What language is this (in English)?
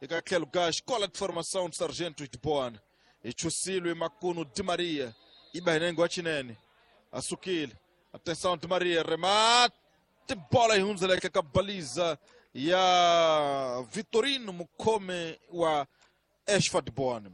Tsonga